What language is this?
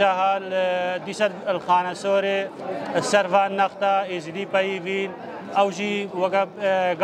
Kurdish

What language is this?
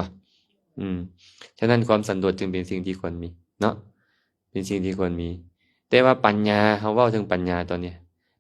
Lao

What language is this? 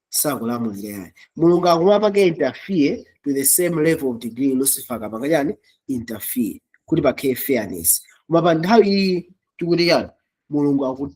Nyanja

